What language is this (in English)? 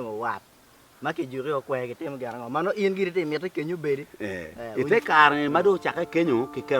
Acoli